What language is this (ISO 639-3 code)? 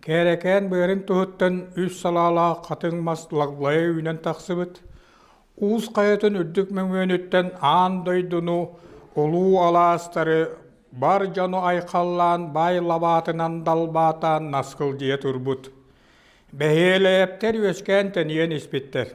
sah